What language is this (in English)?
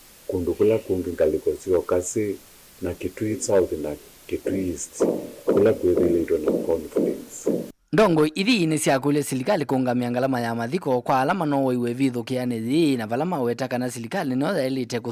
Kamba